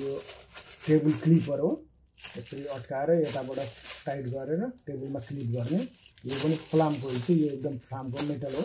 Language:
Nepali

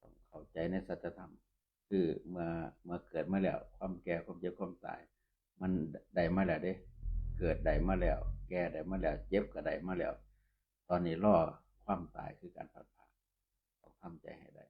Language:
Northeastern Thai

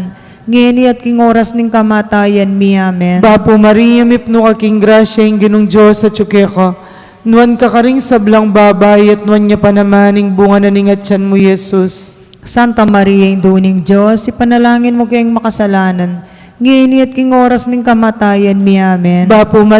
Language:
Pampanga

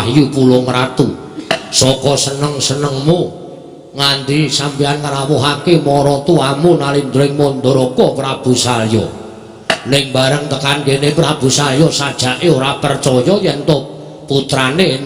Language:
Javanese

